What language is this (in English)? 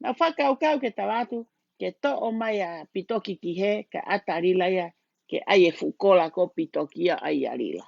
Tongan